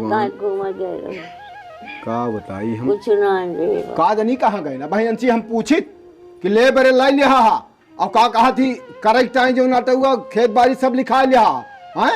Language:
Awadhi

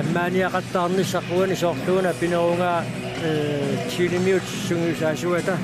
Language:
Kalaallisut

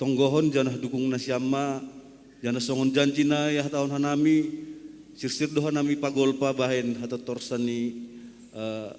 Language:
Batak Simalungun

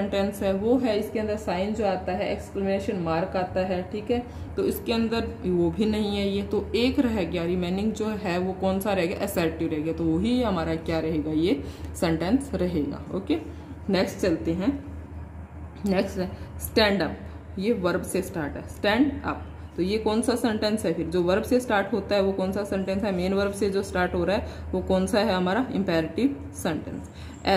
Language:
Hindi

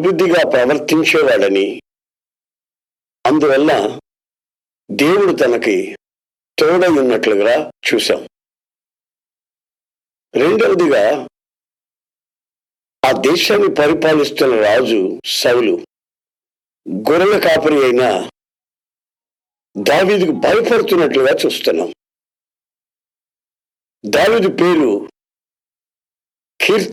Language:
Telugu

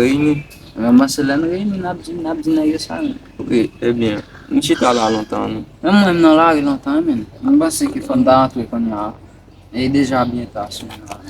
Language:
Haitian Creole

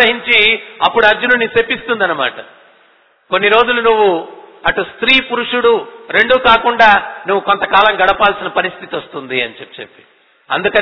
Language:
Telugu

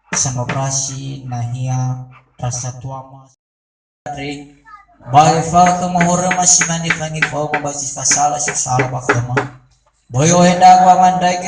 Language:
Nias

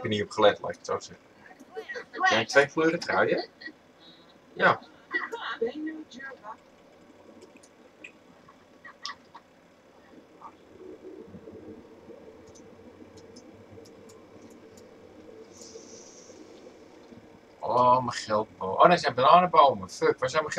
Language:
Dutch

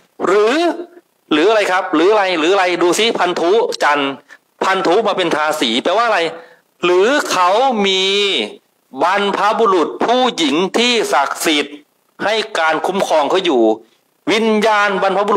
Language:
Thai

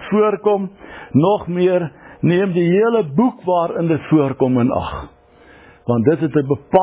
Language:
Afrikaans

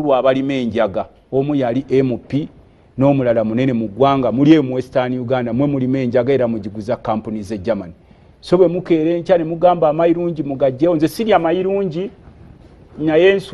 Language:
Ganda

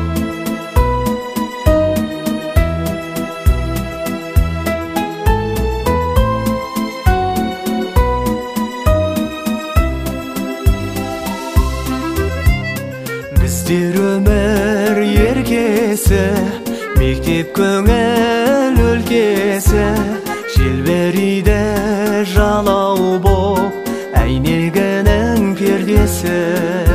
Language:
Kazakh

